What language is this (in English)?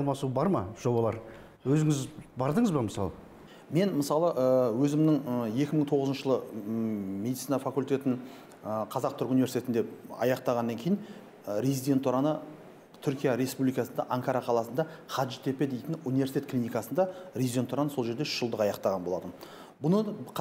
Kazakh